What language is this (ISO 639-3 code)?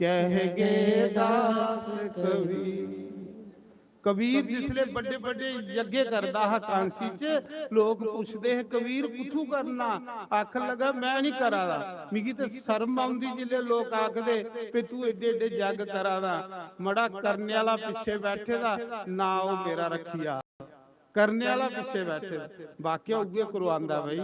doi